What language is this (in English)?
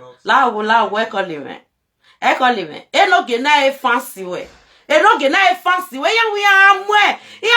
Nigerian Pidgin